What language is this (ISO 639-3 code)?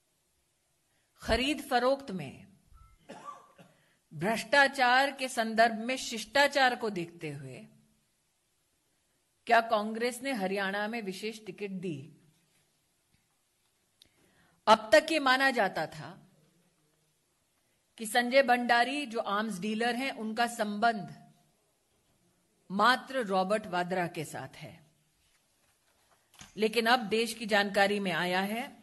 hin